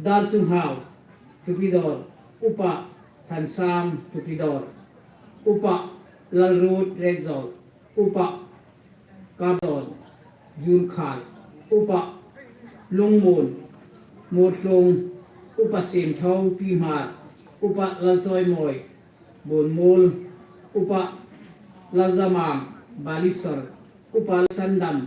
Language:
Hmar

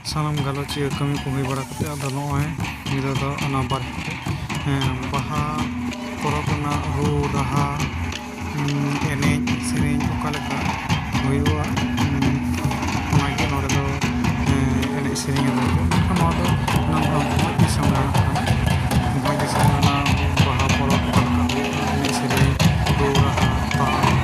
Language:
Santali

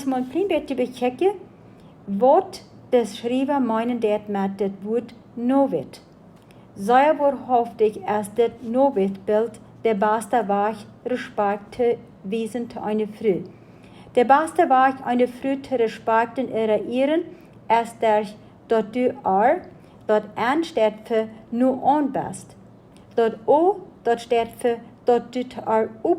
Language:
Plautdietsch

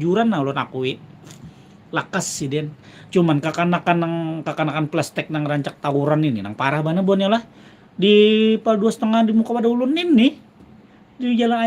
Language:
Banjar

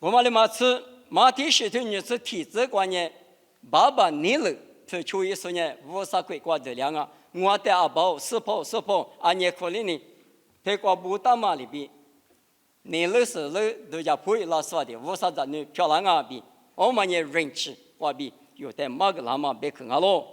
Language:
Lisu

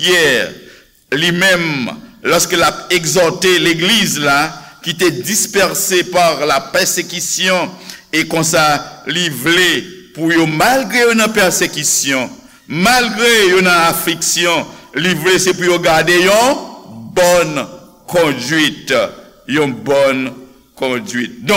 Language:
Haitian Creole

